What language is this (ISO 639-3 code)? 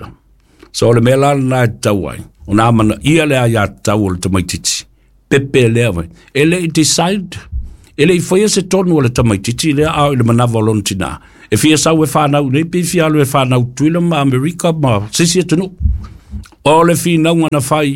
smo